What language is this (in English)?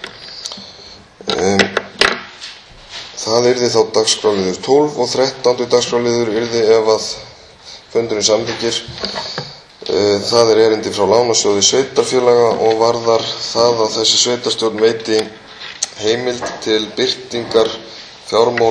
Icelandic